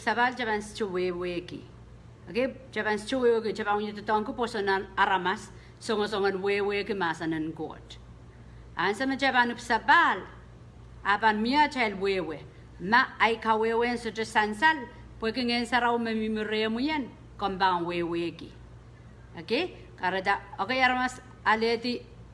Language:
Pohnpeian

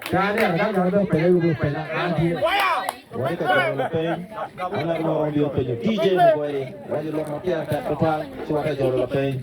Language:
Acoli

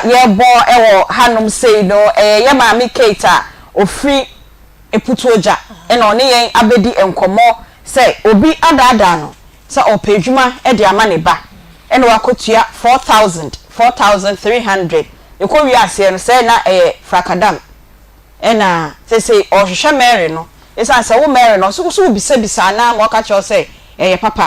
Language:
Akan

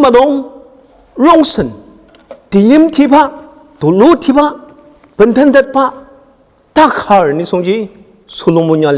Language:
Ao Naga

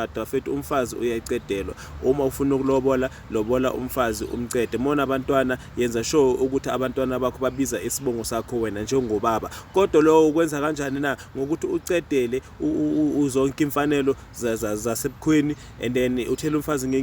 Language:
Zulu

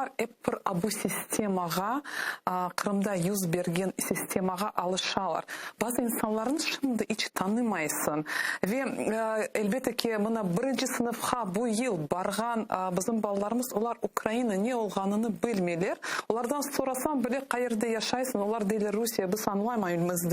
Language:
Crimean Tatar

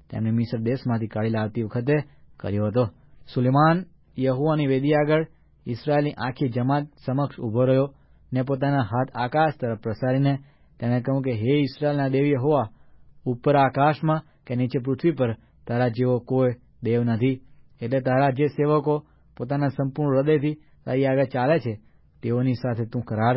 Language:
Gujarati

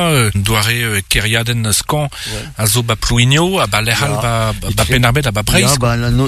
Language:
Breton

